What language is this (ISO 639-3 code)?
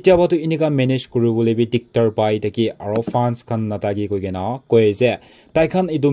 nag